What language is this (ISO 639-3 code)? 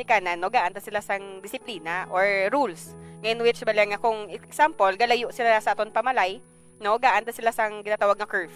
hil